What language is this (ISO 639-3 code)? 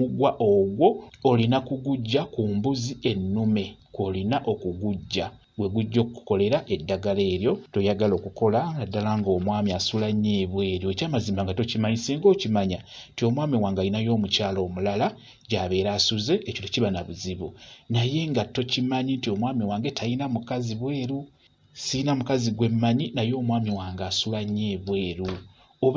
lug